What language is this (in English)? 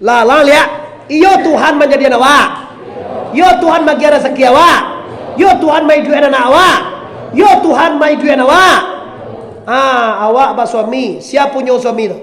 Minangkabau